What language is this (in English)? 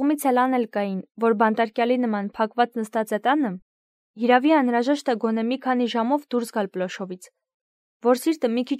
Armenian